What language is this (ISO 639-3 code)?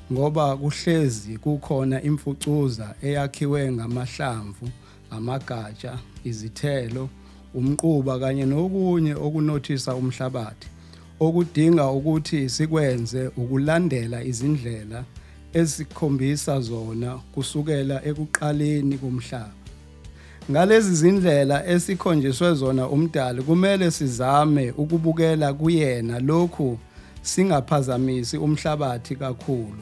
zul